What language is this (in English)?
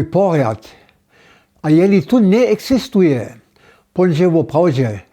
Upper Sorbian